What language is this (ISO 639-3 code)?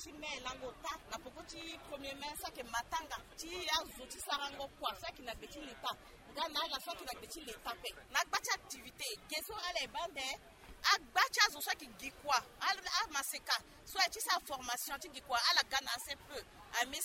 sag